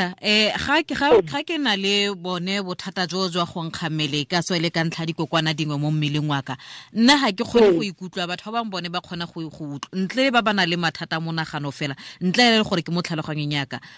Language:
Tswana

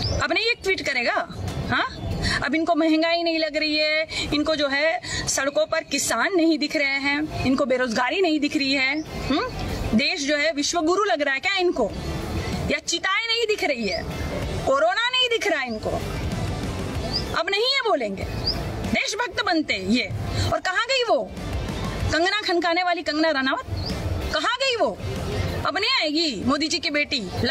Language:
Hindi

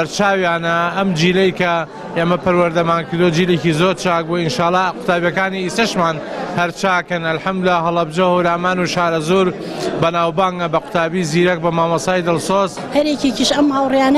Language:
Central Kurdish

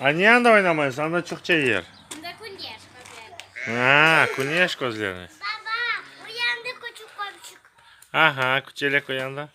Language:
Crimean Tatar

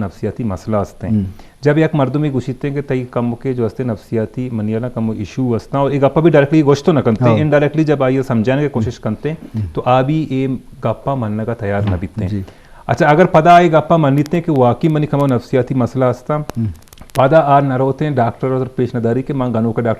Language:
Eastern Balochi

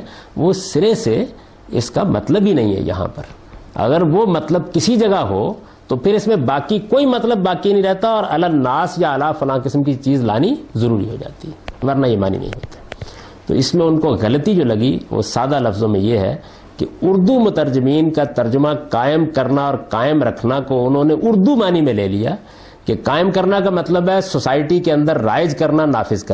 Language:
Urdu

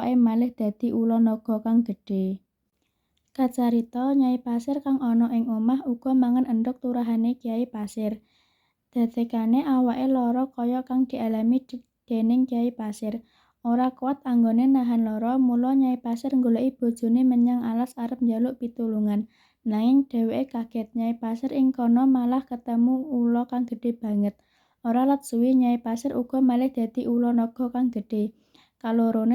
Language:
Javanese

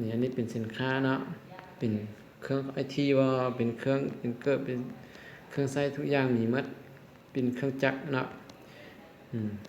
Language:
Lao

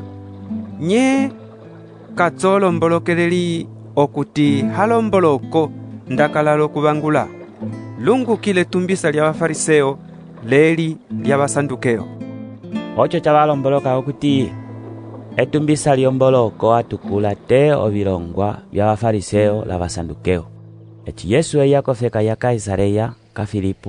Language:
Umbundu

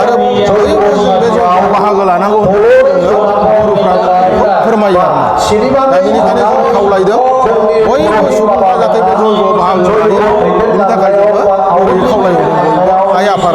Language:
Bodo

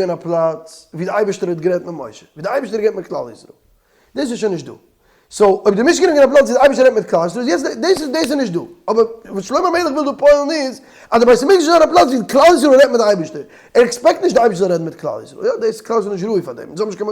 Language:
Yiddish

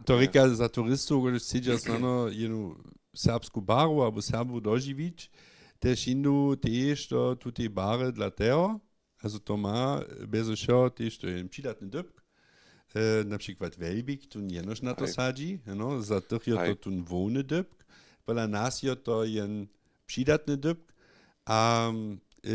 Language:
Upper Sorbian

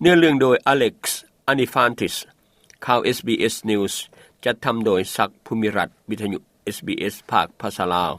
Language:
Lao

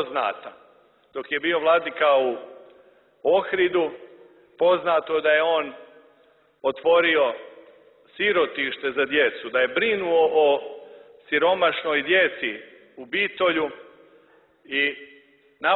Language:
Serbian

